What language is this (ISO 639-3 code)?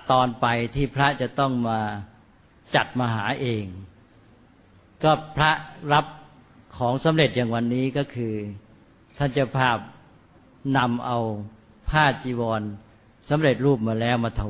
tha